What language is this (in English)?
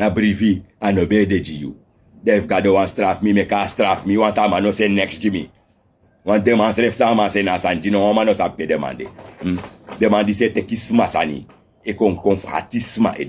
Sranan Tongo